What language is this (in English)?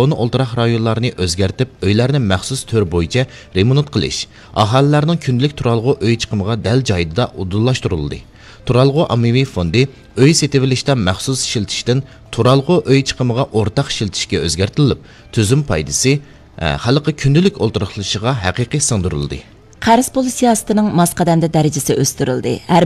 Uyghur